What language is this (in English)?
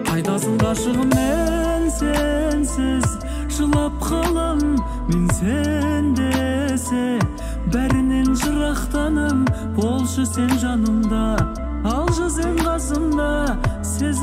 Kazakh